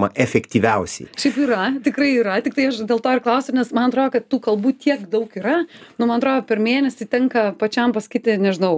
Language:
Lithuanian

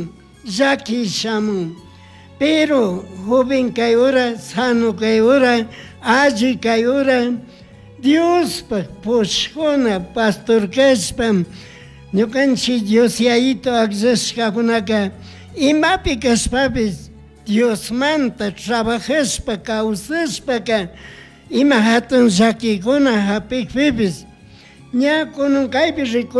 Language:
Chimborazo Highland Quichua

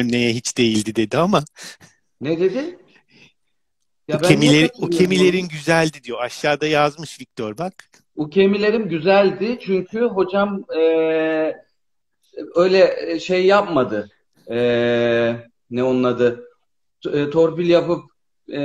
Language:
Turkish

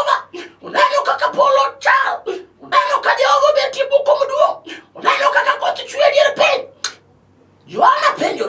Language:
Luo (Kenya and Tanzania)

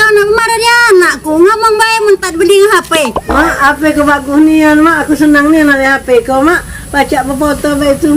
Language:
Musi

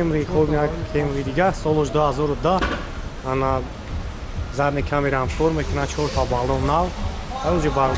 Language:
Tajik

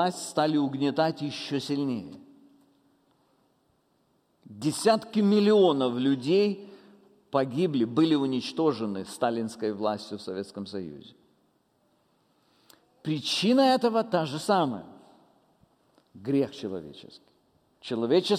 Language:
Russian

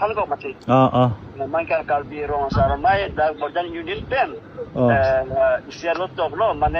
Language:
Karbi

